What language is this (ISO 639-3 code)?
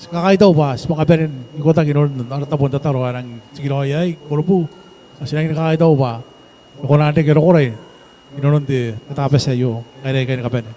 gil